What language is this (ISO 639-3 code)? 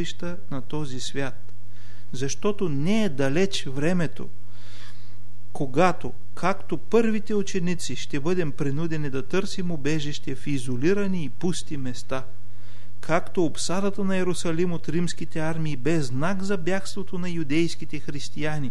bul